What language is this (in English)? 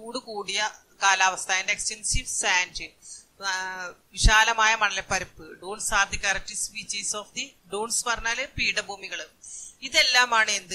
Malayalam